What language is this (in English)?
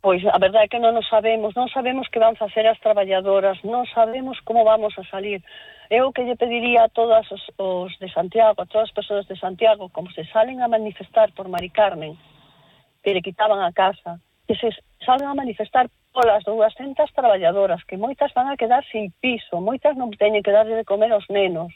Galician